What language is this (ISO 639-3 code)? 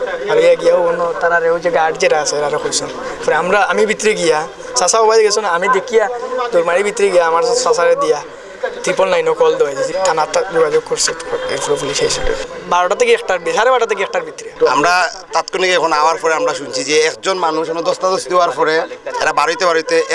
syl